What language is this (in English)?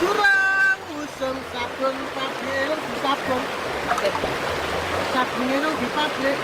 Javanese